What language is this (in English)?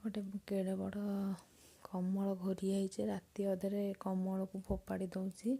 Odia